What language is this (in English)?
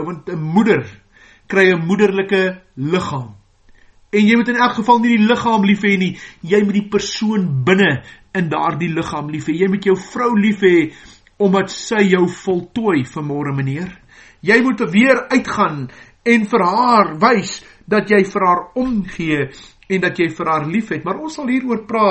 Afrikaans